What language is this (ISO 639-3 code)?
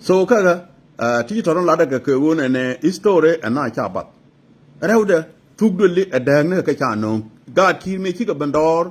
nus